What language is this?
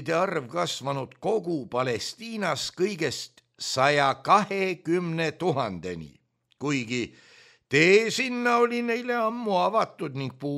Estonian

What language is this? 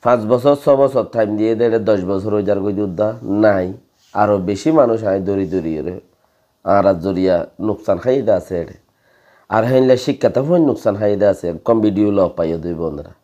Rohingya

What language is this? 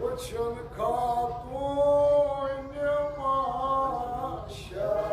Kashmiri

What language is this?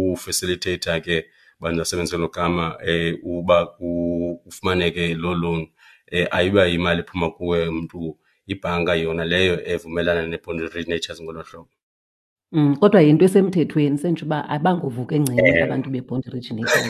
Xhosa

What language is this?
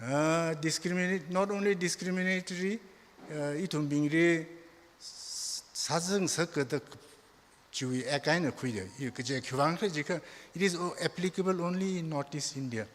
Tangkhul Naga (India)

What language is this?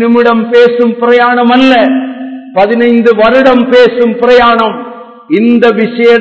Tamil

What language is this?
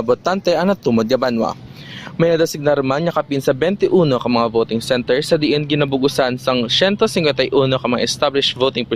Hiligaynon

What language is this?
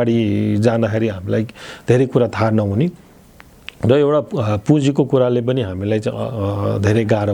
Nepali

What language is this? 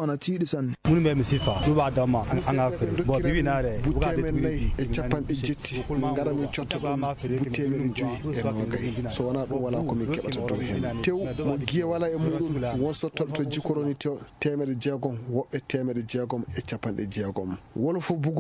Fula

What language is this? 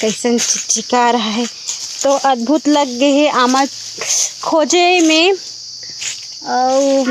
Chhattisgarhi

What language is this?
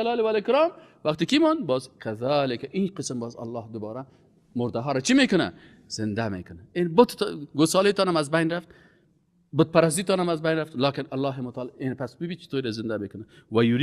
Persian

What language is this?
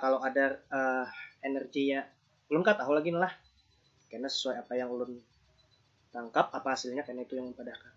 Banjar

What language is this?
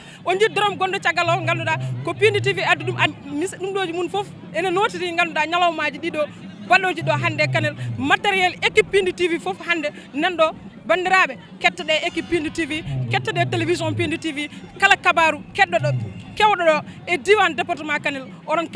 Fula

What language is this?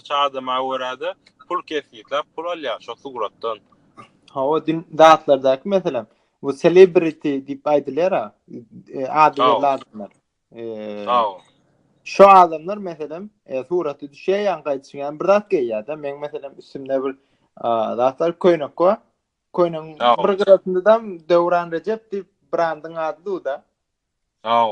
Turkmen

